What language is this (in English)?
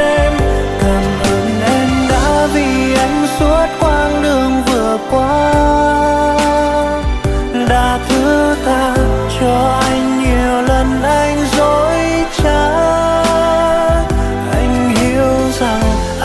Vietnamese